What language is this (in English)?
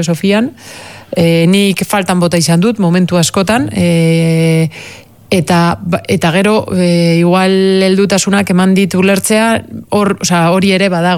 Basque